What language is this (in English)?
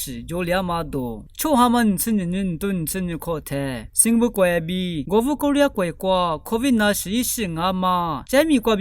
Lisu